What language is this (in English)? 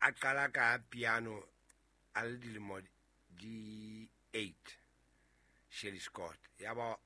Southern Sotho